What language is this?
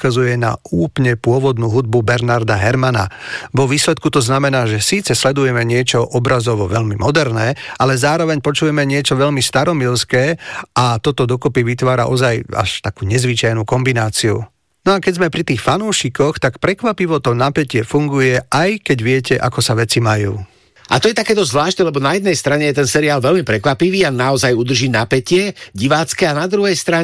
Slovak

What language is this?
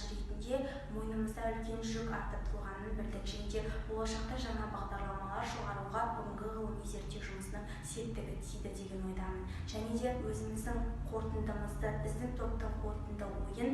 Kazakh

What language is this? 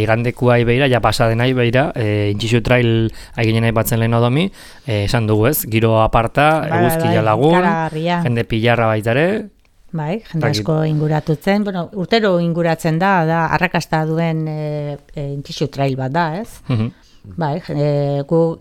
Basque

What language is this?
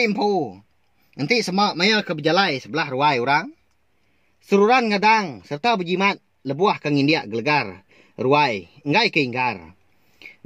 Iban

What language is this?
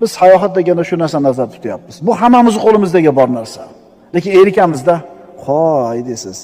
Uzbek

